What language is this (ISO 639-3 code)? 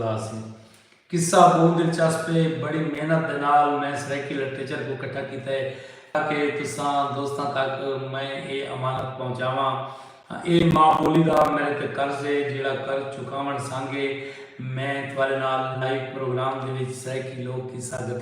skr